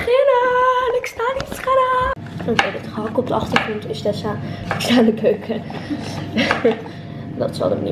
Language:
Dutch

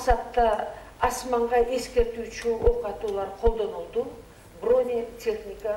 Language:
Kyrgyz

